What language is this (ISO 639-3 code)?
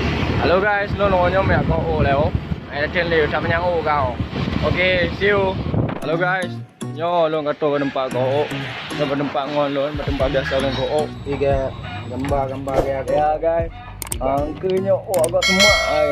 ace